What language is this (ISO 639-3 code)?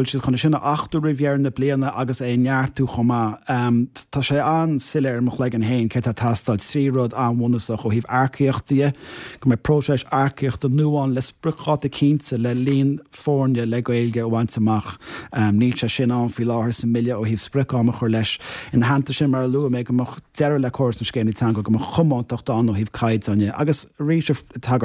gle